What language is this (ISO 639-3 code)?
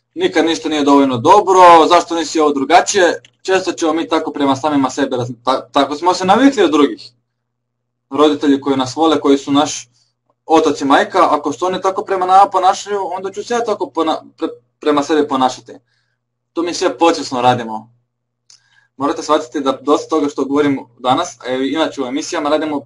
hrv